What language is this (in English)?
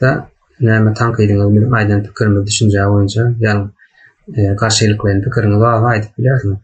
Turkmen